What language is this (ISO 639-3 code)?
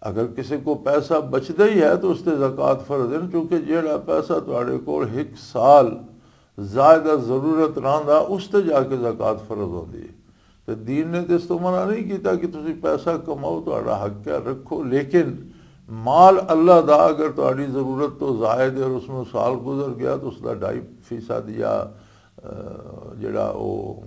lah